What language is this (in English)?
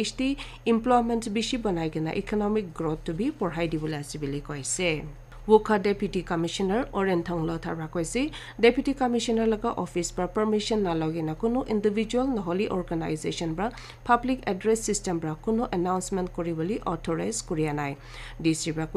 Naga Pidgin